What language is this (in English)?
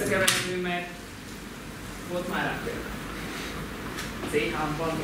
Hungarian